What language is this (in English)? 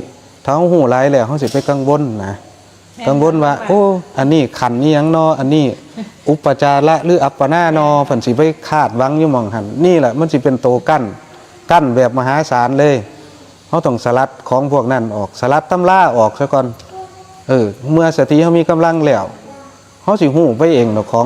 Northeastern Thai